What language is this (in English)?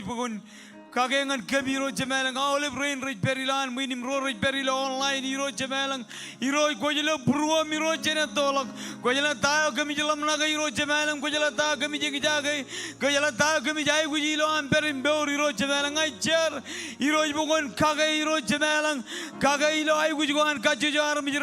Marshallese